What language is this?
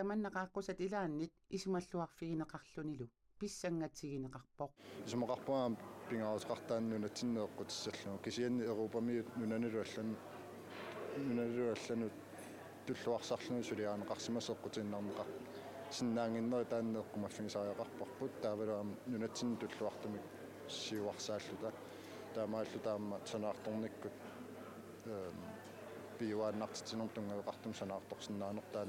Kalaallisut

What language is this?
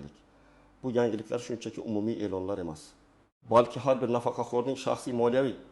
Uzbek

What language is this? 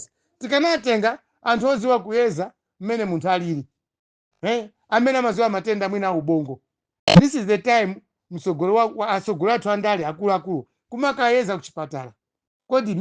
Nyanja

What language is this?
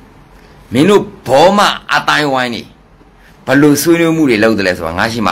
Burmese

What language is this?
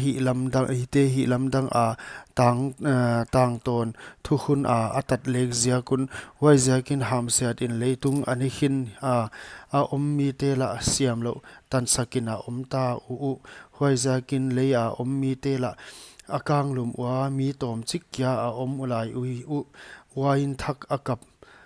Paite Chin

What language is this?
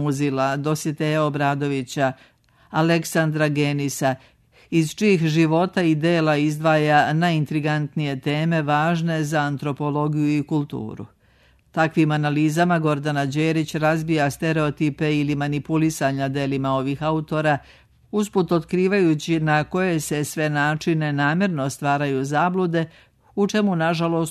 Serbian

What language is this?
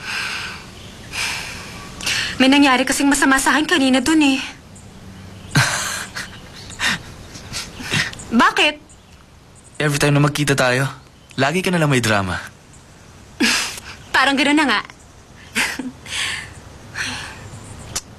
Filipino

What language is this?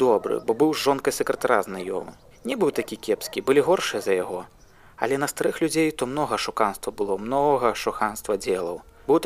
Belarusian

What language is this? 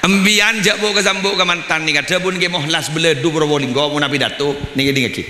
Madurese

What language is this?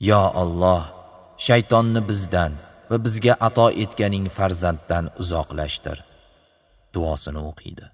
Uzbek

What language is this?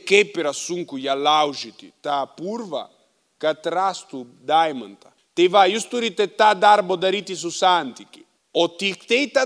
Lithuanian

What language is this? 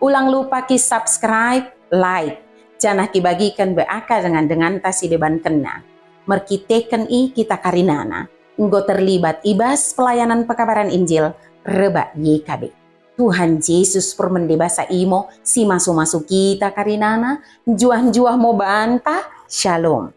Batak Dairi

